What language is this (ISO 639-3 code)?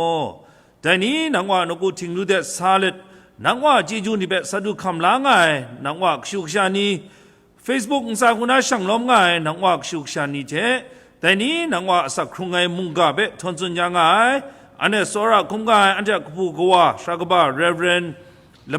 kac